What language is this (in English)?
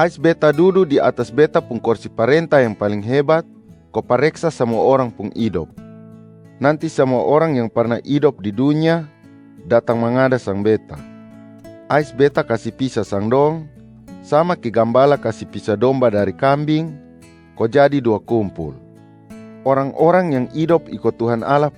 Kupang Malay